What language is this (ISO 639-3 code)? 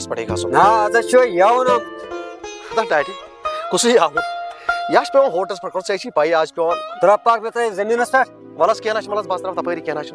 kas